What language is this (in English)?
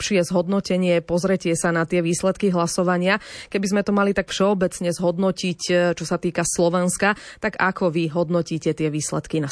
Slovak